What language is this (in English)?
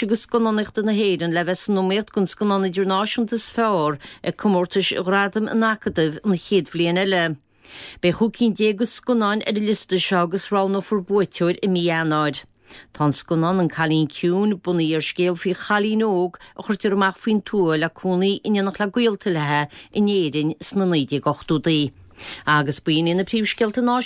Irish